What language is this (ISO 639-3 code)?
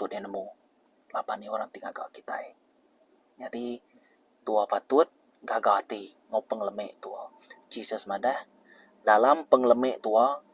iba